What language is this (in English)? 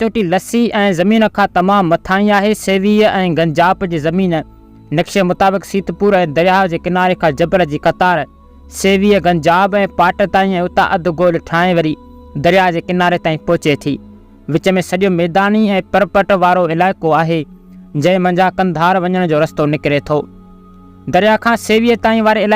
Sindhi